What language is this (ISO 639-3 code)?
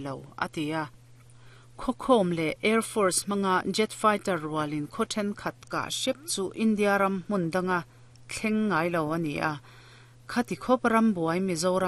lus